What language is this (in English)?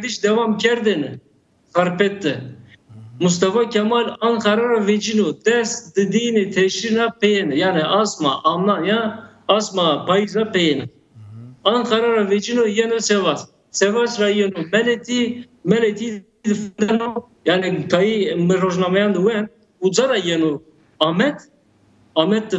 Zaza